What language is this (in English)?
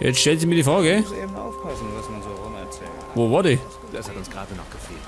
Bavarian